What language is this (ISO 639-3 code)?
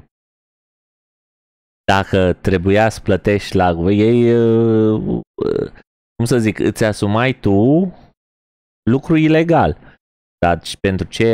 ron